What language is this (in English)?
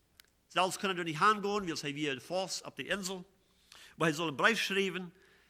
Plautdietsch